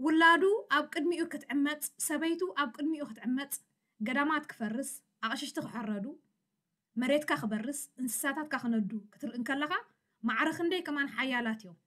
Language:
Tigrinya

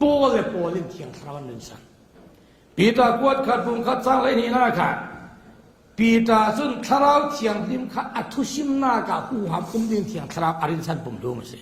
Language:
Falam Chin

